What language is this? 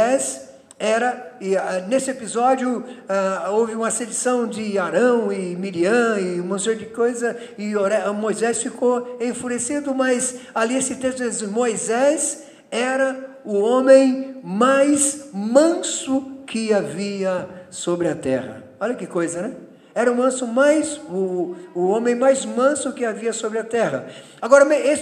Portuguese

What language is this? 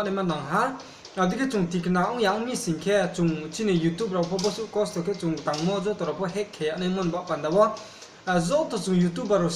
Riang (India)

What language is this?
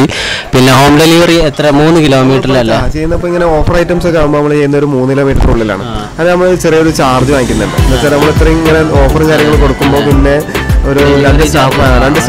Malayalam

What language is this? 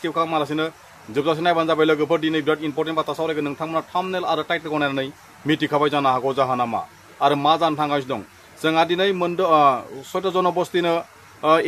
Bodo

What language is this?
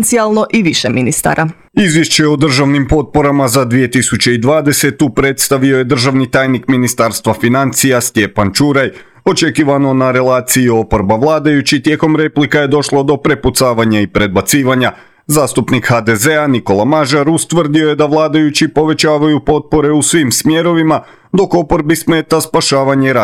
Croatian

